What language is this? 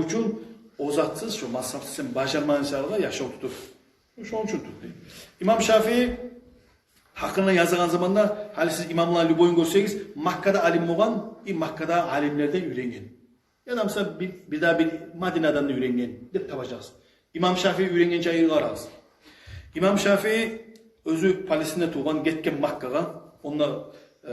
Kumyk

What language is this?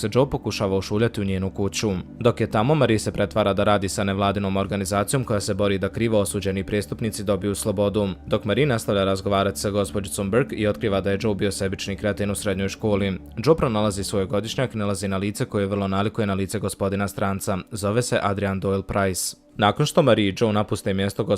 Bosnian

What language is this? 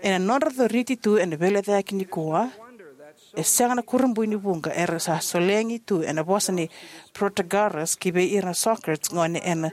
Fijian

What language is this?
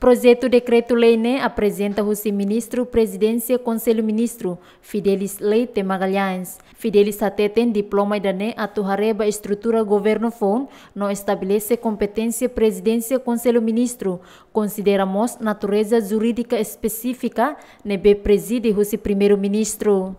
Tetum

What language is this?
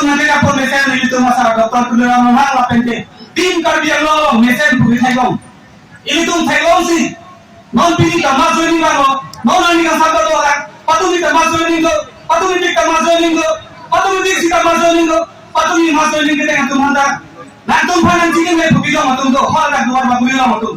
Karbi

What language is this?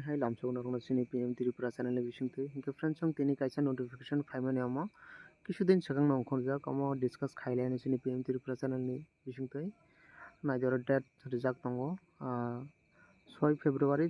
Kok Borok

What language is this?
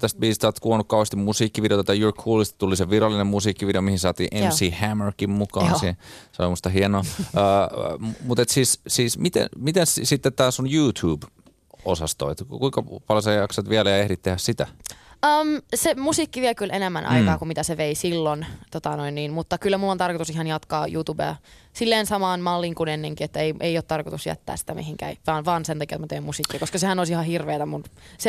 Finnish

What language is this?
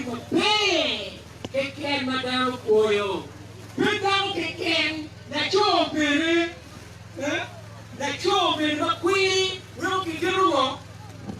Acoli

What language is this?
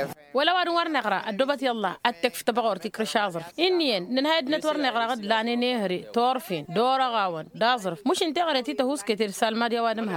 Tamasheq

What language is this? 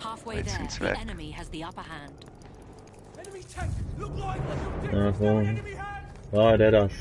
Swiss German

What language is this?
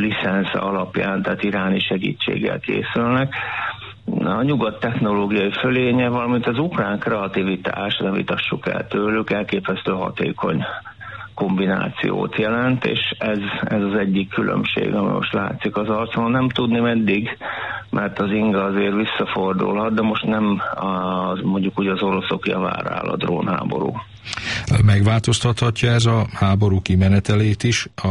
Hungarian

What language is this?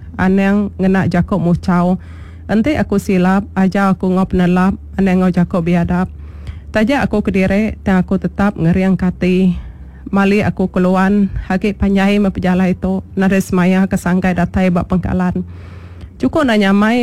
Iban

